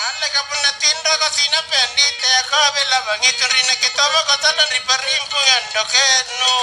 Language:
Makasar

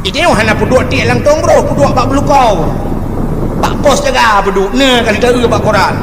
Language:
Achinese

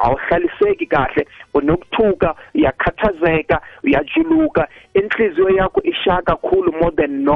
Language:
South Ndebele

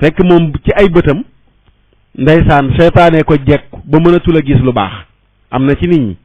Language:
Wolof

